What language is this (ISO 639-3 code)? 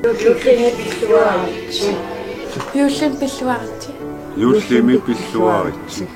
kal